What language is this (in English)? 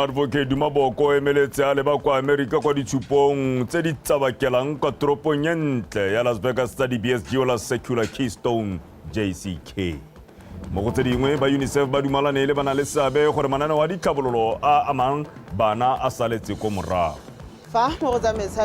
Tswana